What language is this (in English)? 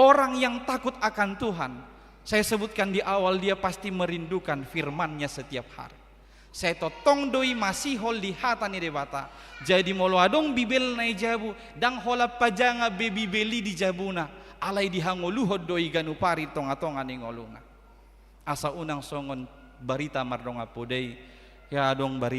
Batak Toba